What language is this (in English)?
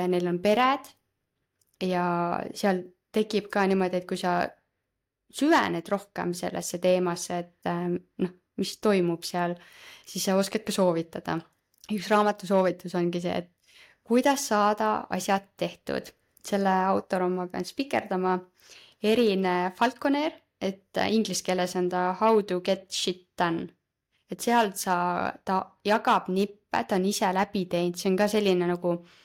Estonian